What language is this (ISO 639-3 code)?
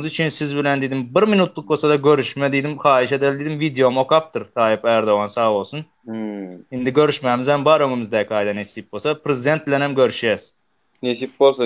tuk